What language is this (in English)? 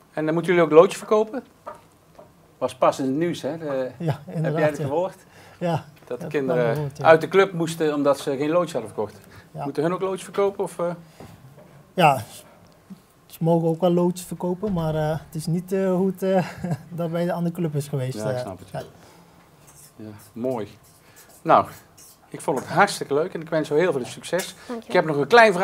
Dutch